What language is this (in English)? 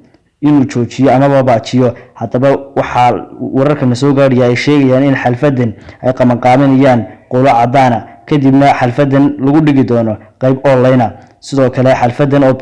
Somali